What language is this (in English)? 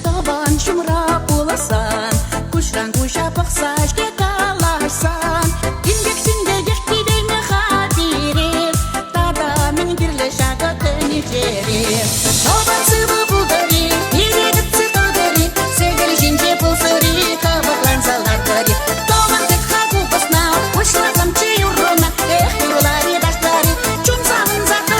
Chuvash